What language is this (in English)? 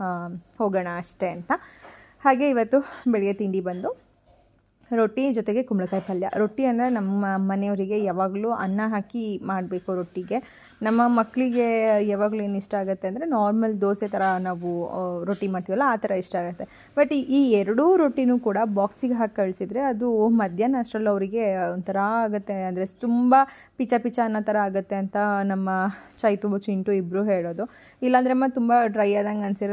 Kannada